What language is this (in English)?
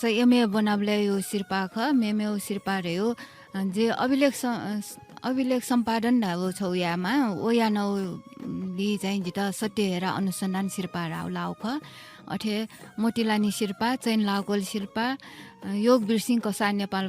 Newari